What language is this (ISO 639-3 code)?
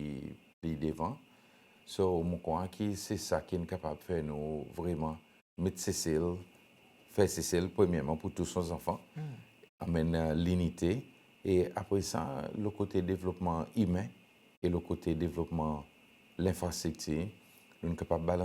crs